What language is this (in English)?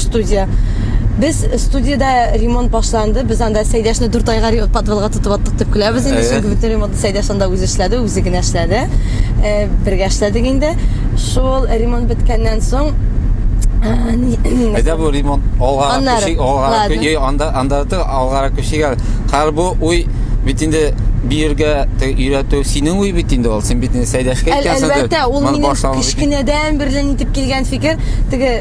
Tatar